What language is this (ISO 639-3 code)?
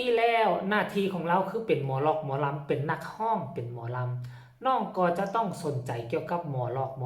lao